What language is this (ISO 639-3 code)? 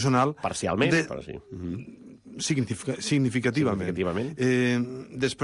cat